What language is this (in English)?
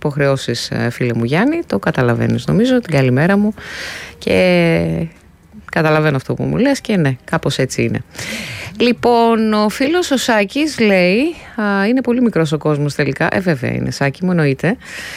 Greek